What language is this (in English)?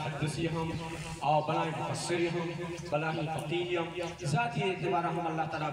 Baluchi